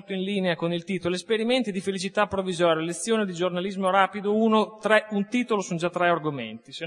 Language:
Italian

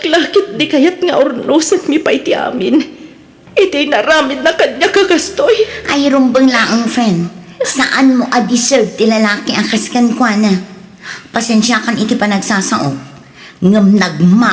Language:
Iloko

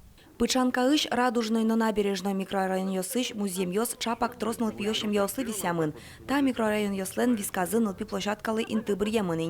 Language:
Udmurt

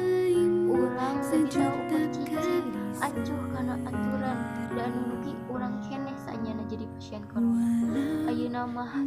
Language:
Sundanese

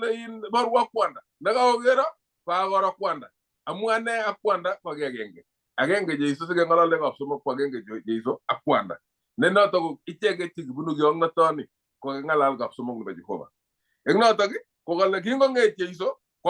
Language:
Kalenjin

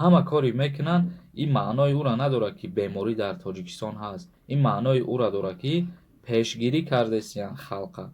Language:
Tajik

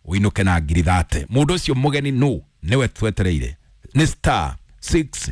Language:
Kikuyu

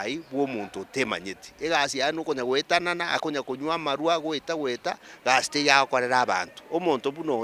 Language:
Gusii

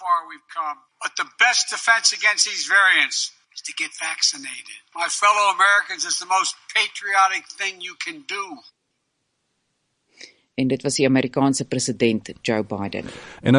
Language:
Afrikaans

